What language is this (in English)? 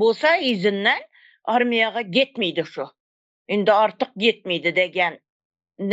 Turkmen